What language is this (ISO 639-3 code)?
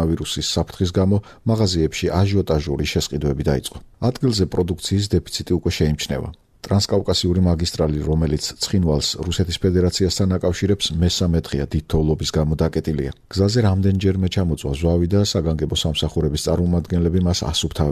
kat